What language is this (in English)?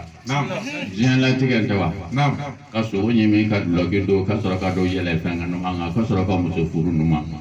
Bambara